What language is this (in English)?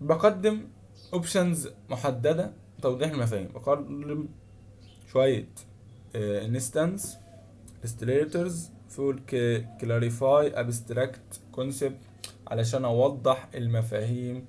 Egyptian Arabic